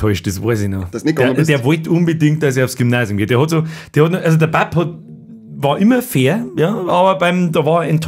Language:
Bavarian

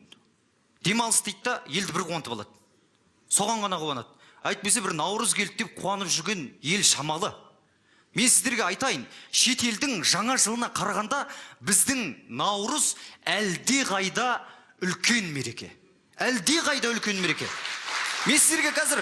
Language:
Kazakh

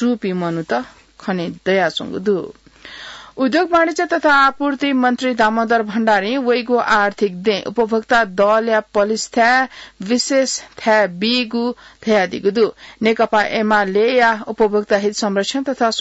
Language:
Newari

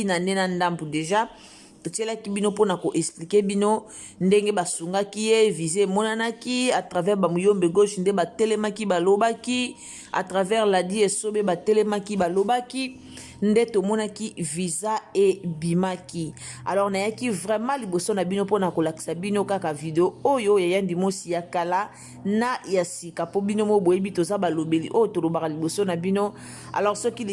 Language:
Lingala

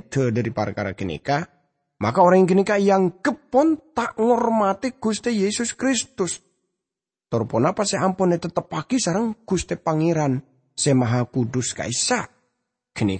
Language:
Madurese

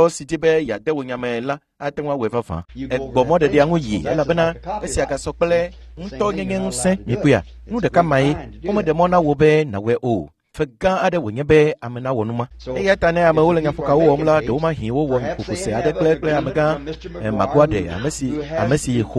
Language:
Ewe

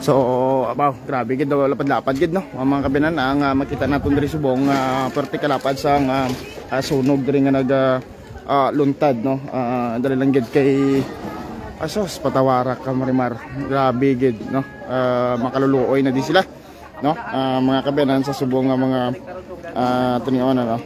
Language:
Hiligaynon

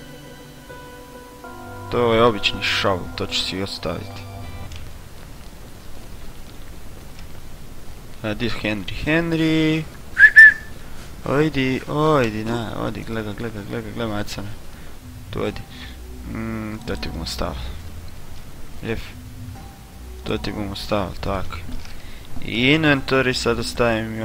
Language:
Croatian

